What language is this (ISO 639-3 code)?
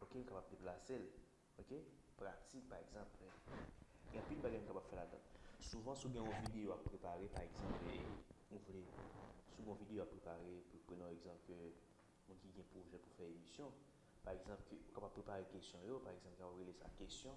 hat